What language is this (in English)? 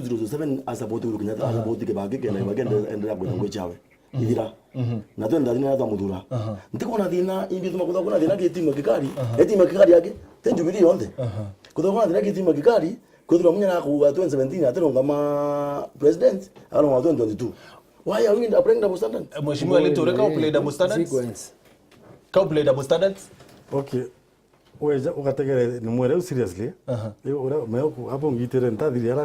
Meru